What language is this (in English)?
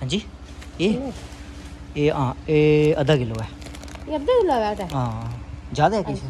Dogri